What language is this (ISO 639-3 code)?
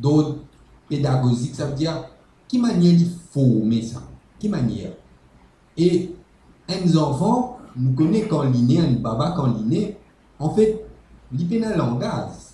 mfe